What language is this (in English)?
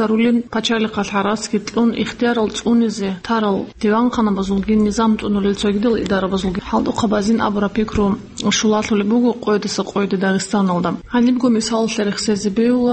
Avaric